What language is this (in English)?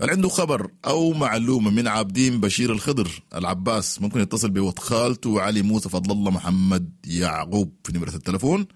Sudanese Arabic